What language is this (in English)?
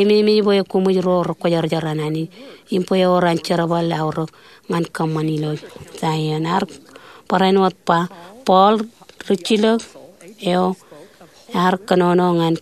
Marshallese